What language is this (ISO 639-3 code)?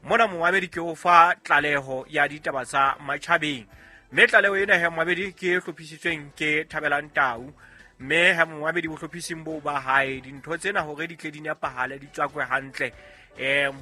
sot